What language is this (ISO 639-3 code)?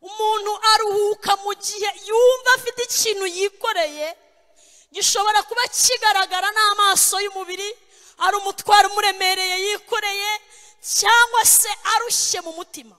kin